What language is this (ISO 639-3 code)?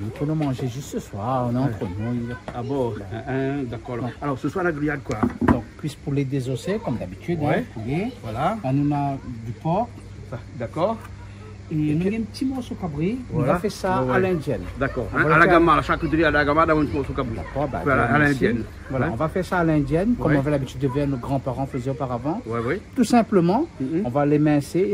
rcf